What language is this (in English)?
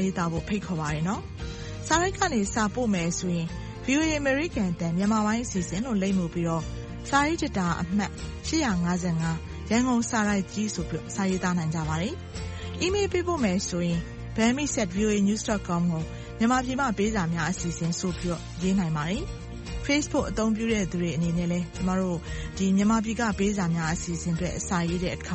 Burmese